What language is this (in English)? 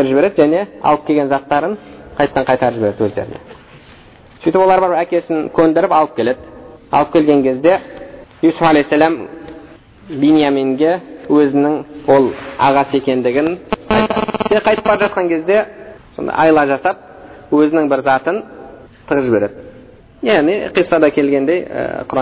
Kazakh